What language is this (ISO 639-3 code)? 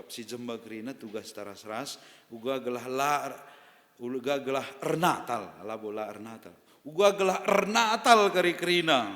btx